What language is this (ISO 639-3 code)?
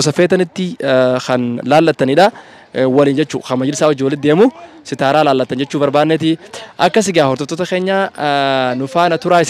orm